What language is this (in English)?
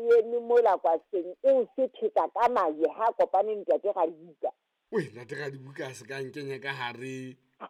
Southern Sotho